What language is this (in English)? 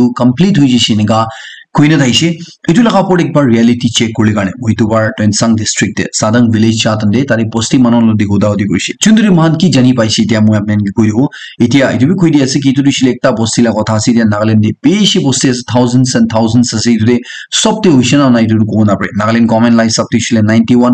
Naga Pidgin